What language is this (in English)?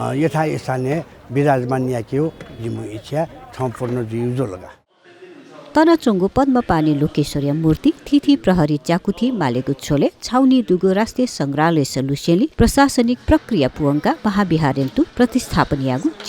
Newari